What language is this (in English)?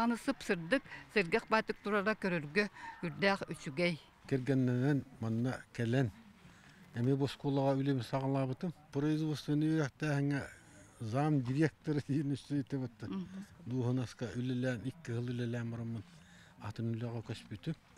Yakut